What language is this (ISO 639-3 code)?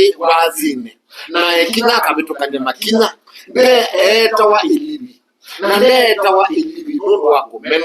kam